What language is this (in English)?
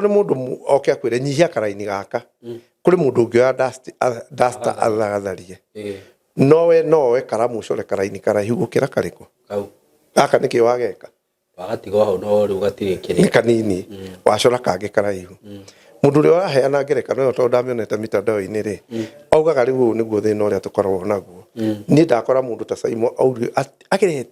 Kikuyu